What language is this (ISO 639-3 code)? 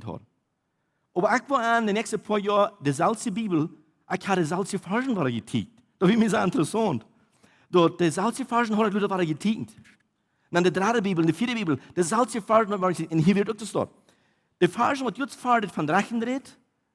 pdt